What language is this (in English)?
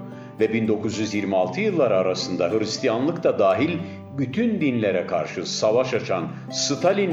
Turkish